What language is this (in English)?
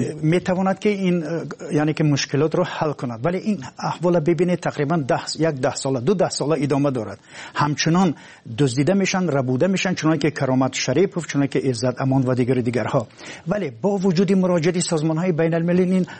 Tajik